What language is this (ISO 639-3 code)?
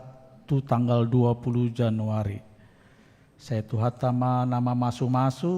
bbc